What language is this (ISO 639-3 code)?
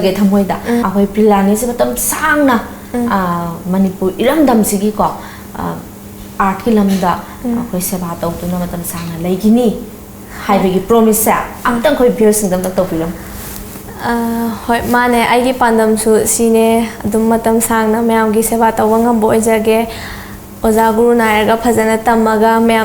mni